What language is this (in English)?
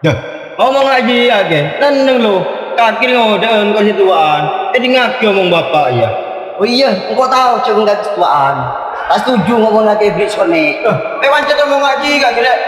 Madurese